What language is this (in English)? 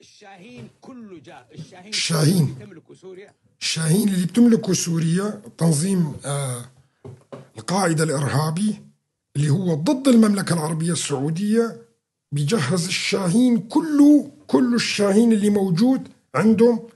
North Levantine Arabic